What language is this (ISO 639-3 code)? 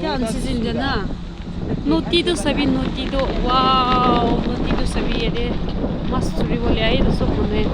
yim